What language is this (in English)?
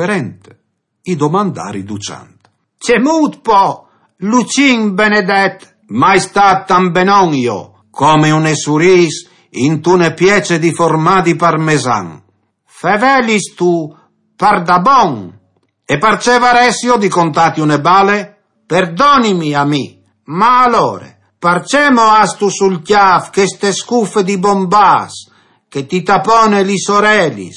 Friulian